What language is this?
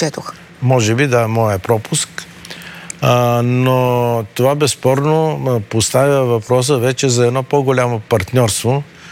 Bulgarian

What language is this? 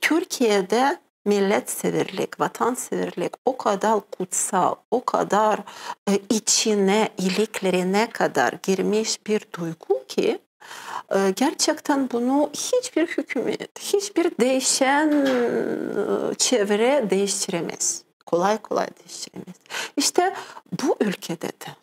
Crimean Tatar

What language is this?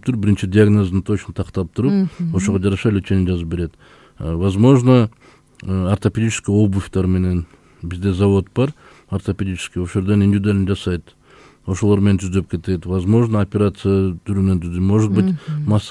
Kyrgyz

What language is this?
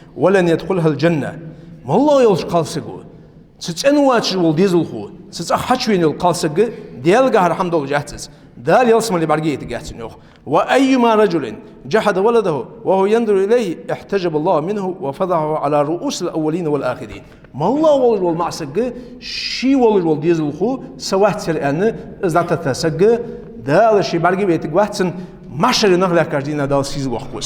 Ingush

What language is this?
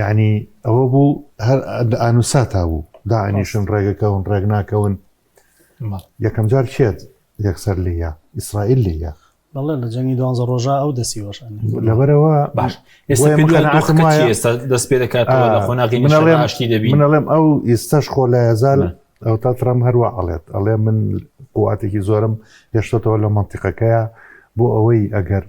Central Kurdish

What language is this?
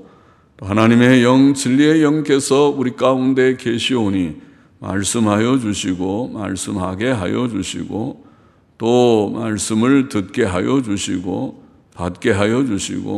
Korean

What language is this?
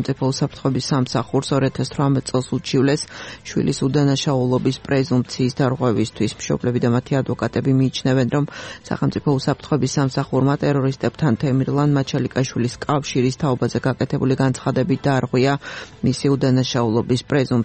Georgian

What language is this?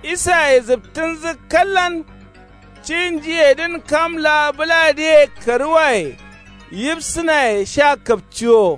Kanuri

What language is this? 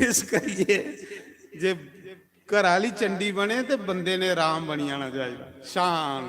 Dogri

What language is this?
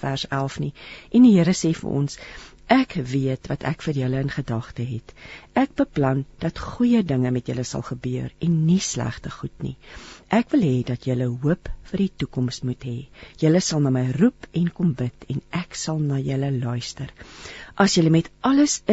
Afrikaans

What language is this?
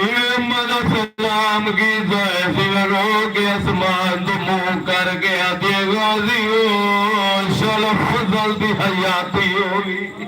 Saraiki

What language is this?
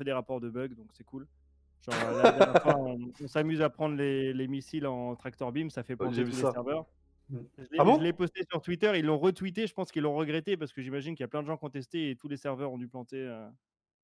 French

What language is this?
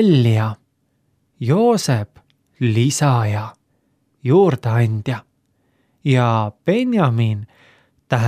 Estonian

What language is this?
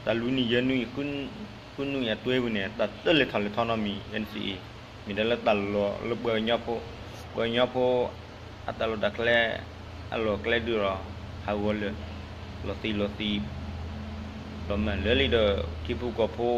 S'gaw Karen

